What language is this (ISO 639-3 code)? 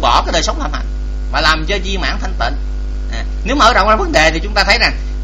vie